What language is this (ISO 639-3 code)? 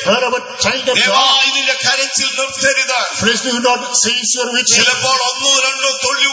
mal